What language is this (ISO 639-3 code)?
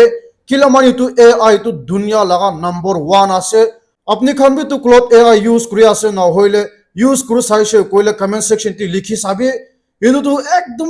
nag